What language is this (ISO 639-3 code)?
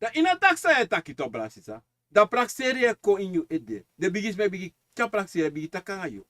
srn